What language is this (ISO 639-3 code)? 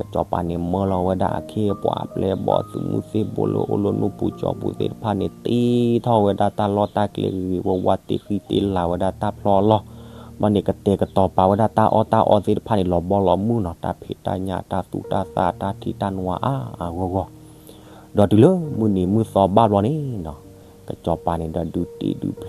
ksw